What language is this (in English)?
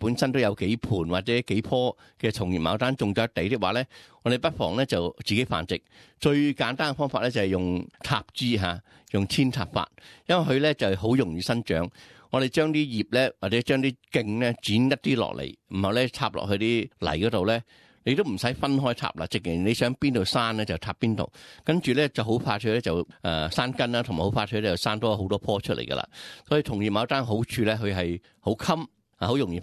Cantonese